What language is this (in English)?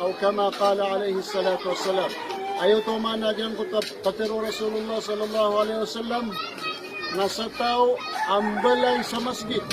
Maranao